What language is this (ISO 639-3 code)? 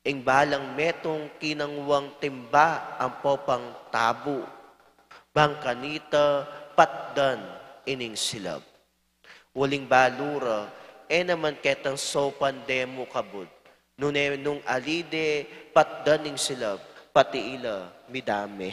pam